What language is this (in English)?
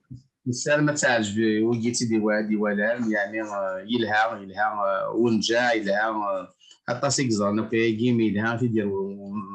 Kabyle